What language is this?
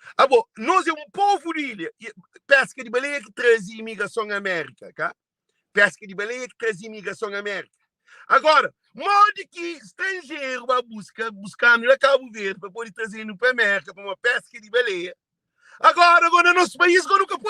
Kabuverdianu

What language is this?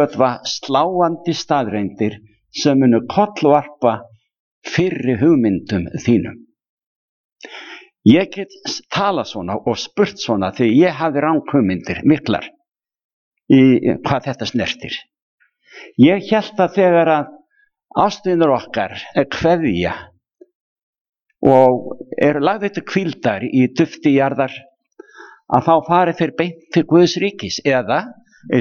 Icelandic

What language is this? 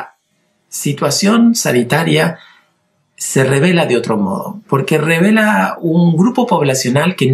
Spanish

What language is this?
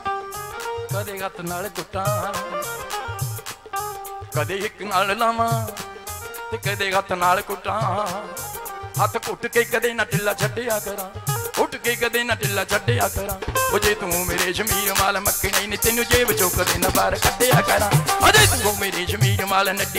Punjabi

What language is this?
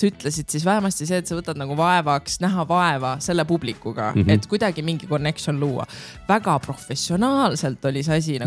Estonian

